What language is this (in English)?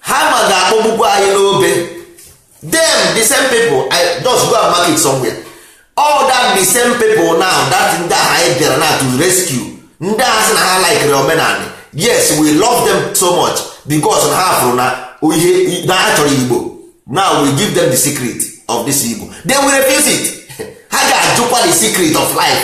Igbo